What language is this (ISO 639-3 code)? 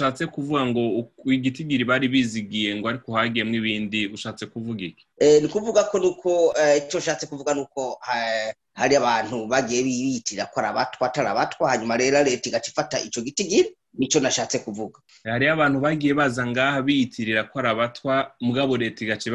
run